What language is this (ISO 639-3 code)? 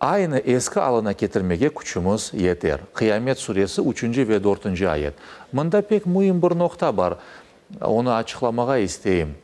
crh